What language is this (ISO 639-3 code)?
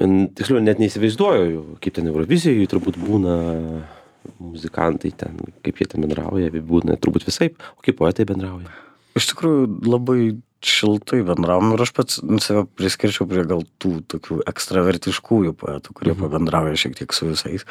lit